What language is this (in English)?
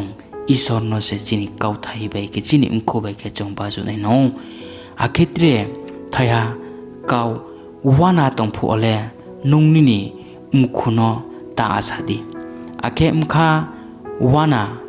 Riang (India)